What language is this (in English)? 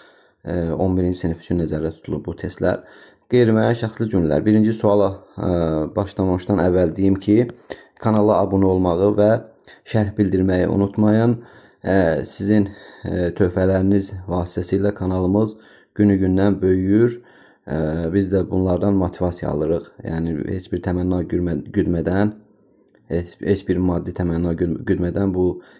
Azerbaijani